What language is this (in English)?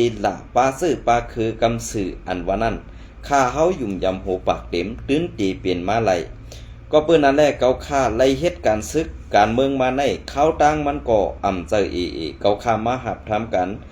Shan